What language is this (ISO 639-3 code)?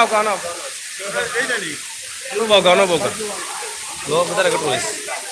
syl